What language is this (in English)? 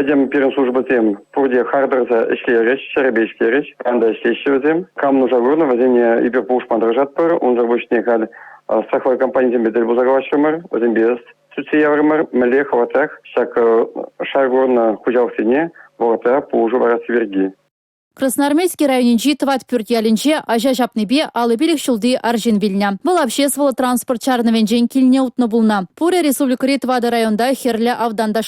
Chuvash